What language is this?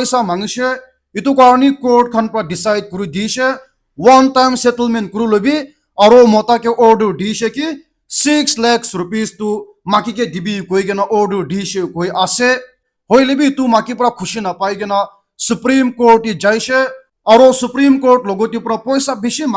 Naga Pidgin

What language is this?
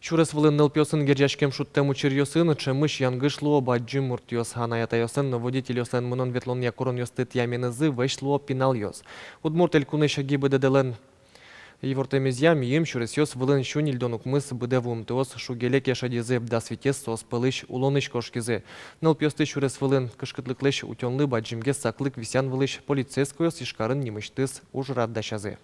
Udmurt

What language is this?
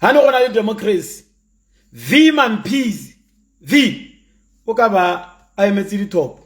Tswana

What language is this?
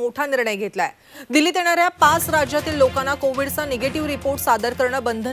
Marathi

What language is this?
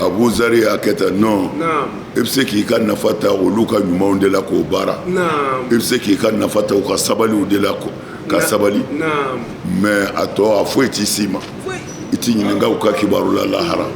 Bambara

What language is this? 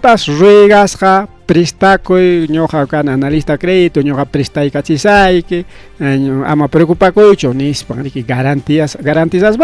Ayacucho Quechua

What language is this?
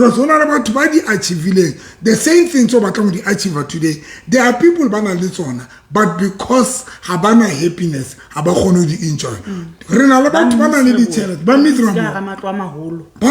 Southern Sotho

